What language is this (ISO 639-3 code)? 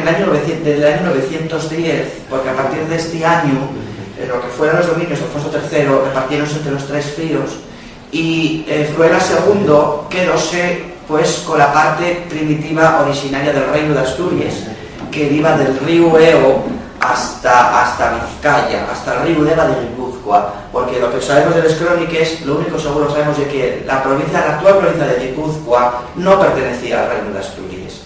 ast